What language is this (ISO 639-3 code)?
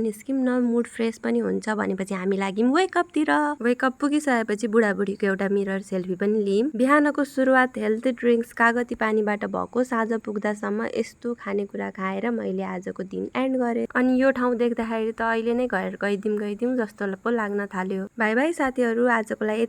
nep